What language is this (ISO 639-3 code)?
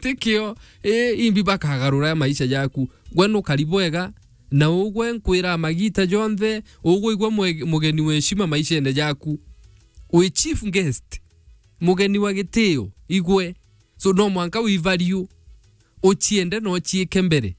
mer